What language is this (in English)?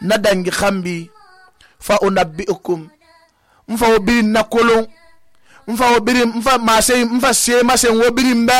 Susu